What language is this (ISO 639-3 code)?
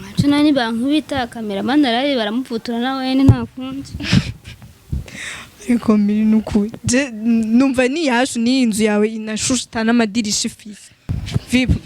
run